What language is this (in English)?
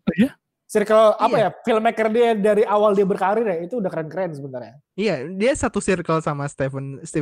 Indonesian